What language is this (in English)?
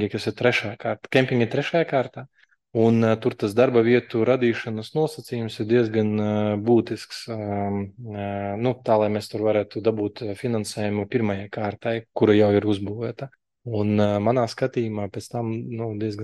Latvian